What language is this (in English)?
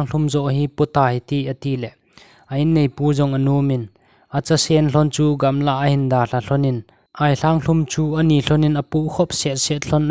Thado Chin